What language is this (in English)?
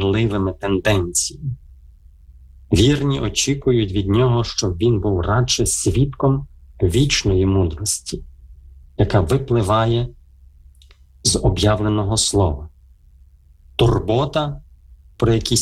Ukrainian